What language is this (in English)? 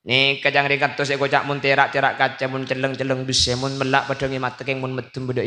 Madurese